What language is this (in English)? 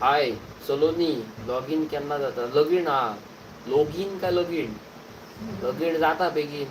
Konkani